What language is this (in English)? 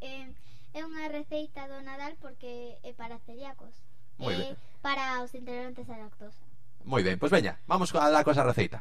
Galician